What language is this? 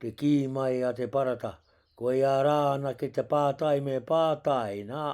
Māori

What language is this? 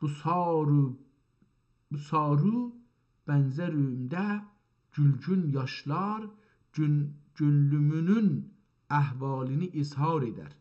South Azerbaijani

